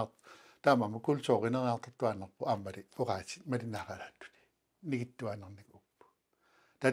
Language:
Kalaallisut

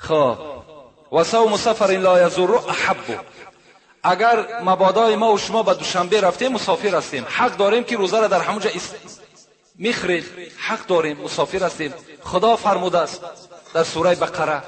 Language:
Tajik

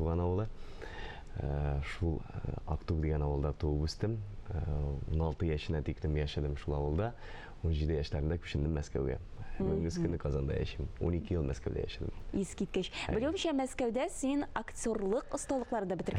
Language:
Tatar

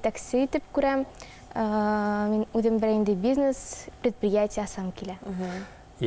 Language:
Bashkir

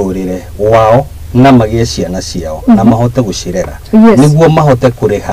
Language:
Kikuyu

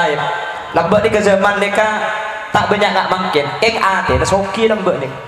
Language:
Madurese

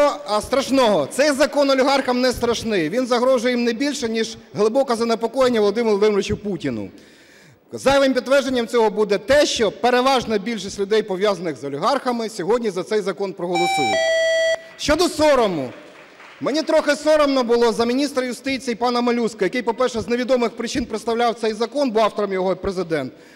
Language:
Ukrainian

